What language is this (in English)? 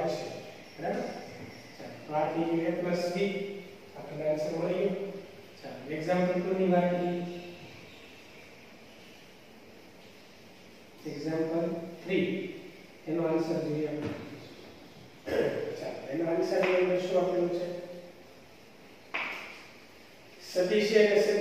Gujarati